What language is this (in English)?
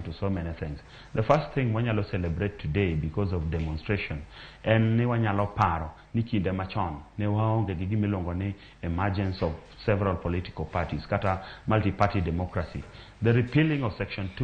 Luo (Kenya and Tanzania)